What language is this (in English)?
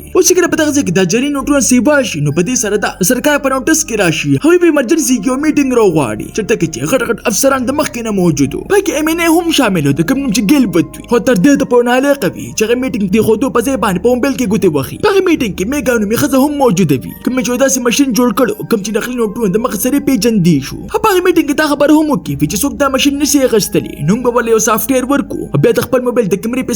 Pashto